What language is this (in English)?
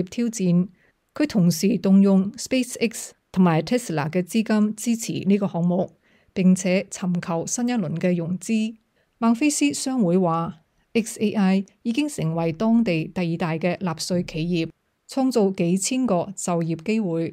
Cantonese